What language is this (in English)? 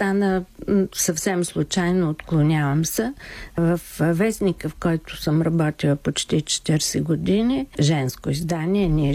Bulgarian